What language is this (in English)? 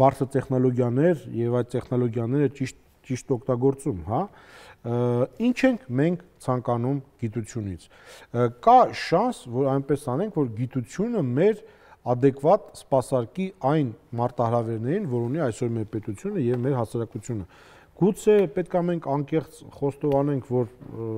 Armenian